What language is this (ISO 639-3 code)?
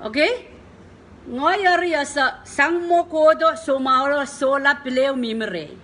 pon